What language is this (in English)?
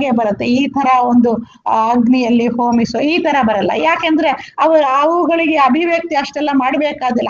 Kannada